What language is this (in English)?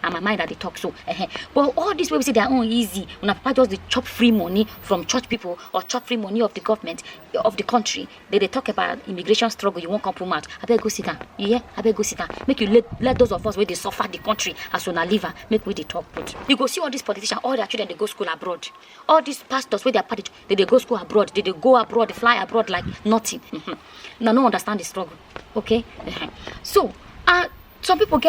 Nigerian Pidgin